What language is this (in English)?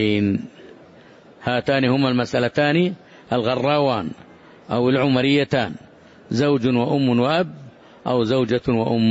Arabic